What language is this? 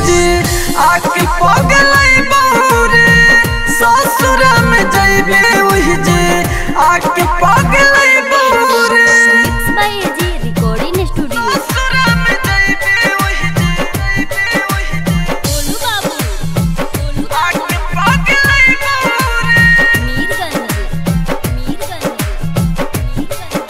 Bhojpuri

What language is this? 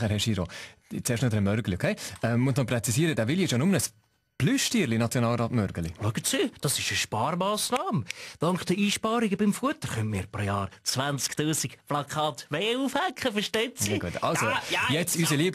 Swiss German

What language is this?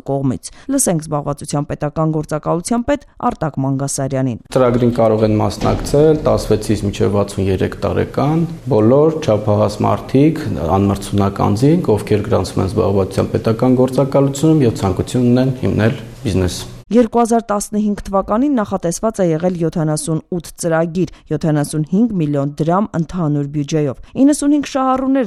Armenian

